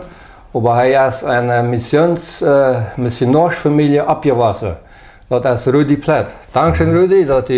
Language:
Plautdietsch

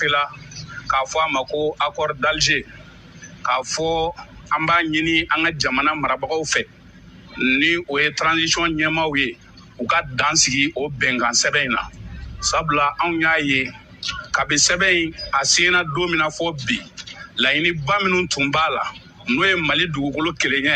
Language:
Bambara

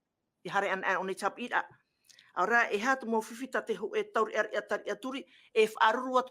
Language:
Tahitian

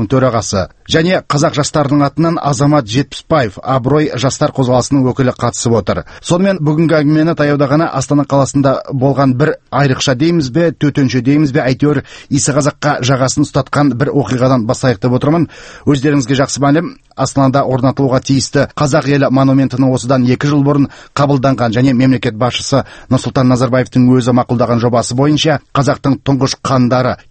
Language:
Kazakh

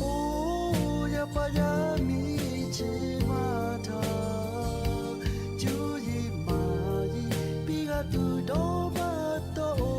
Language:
Lahu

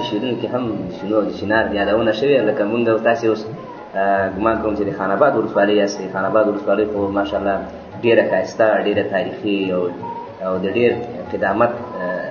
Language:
Pashto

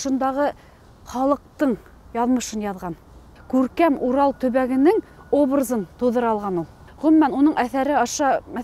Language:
Bashkir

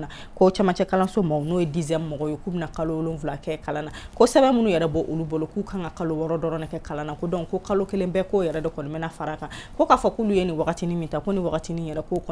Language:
Bambara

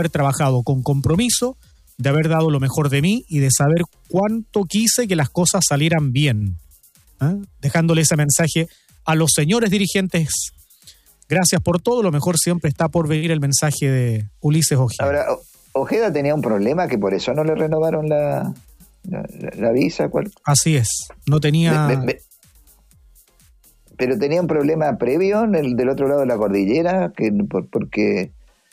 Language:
Spanish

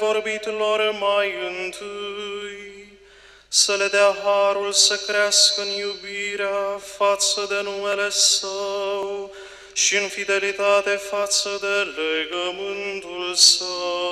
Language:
Romanian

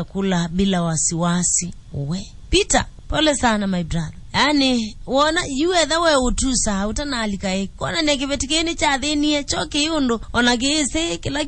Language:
Kamba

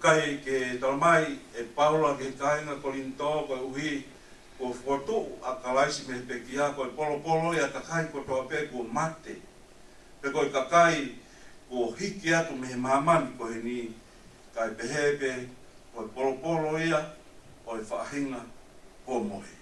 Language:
Tongan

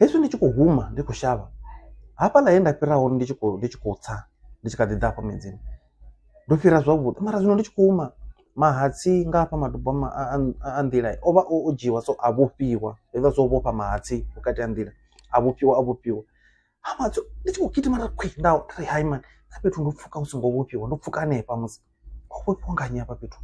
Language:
Venda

